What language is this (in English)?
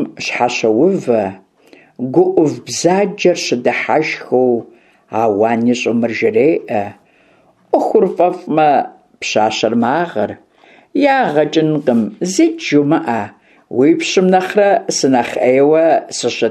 Kabardian